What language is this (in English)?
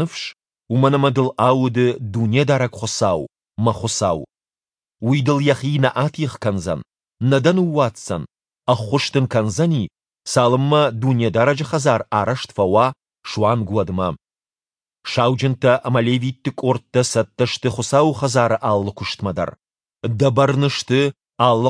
Ossetic